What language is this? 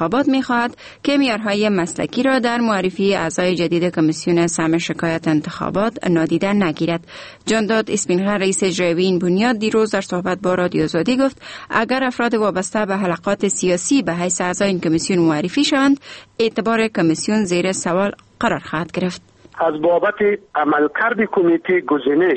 Persian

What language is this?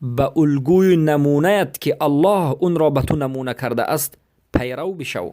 Persian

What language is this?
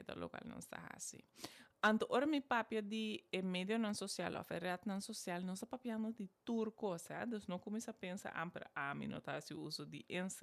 Papiamento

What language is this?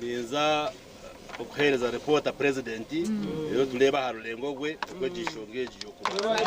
Nyankole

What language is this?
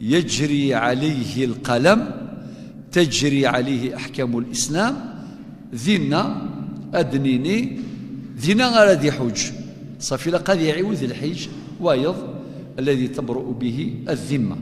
Kabyle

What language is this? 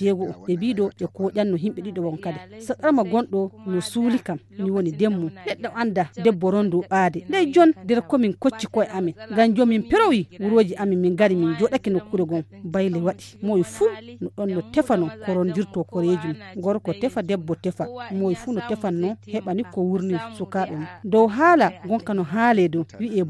Fula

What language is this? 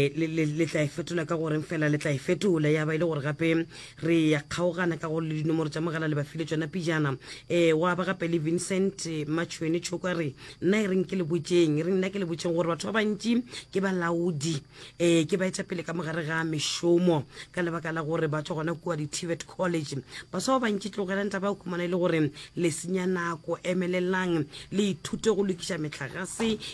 Northern Sotho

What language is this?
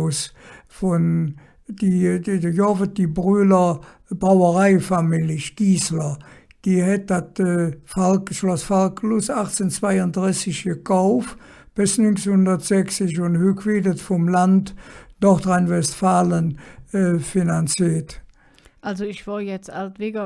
Colognian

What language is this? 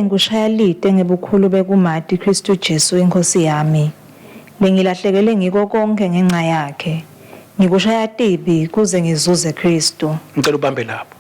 Swati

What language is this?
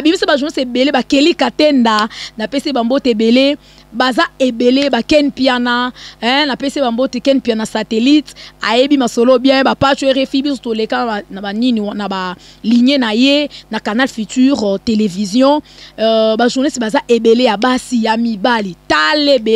Lingala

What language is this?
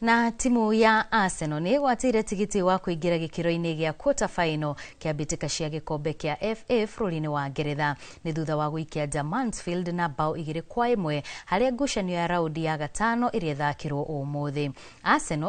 Kikuyu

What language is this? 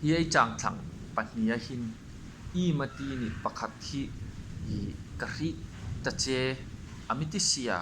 Hmar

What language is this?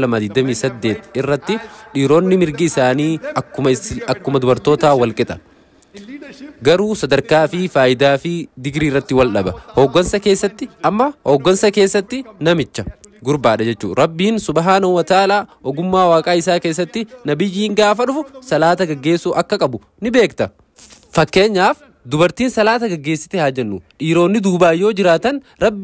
Oromo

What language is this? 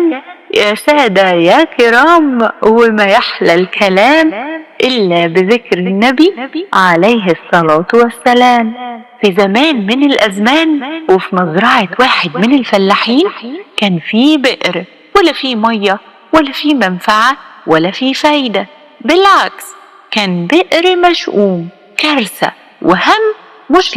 Egyptian Arabic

